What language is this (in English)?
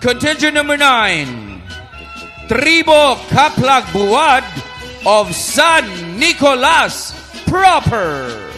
Cebuano